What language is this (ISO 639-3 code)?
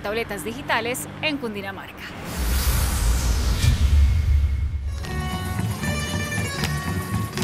spa